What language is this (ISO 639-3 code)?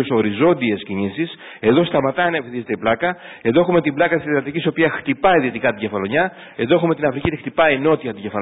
ell